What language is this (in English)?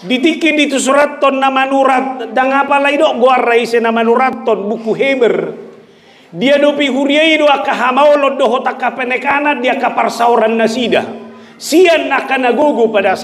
Batak Toba